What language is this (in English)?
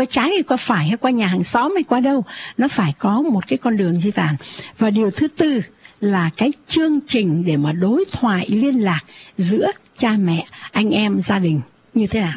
Vietnamese